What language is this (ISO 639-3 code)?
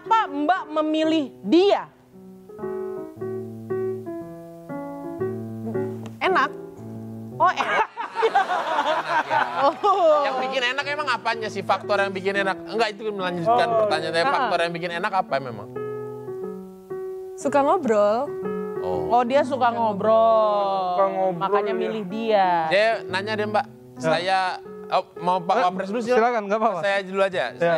ind